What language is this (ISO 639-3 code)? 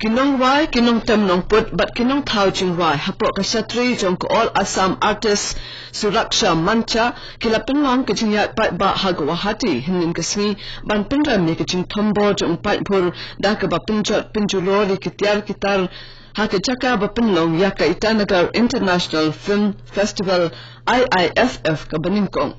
kha